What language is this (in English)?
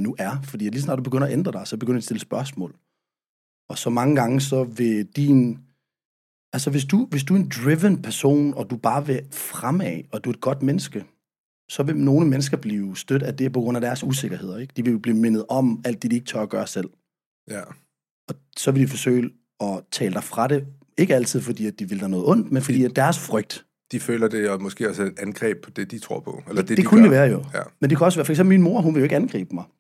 Danish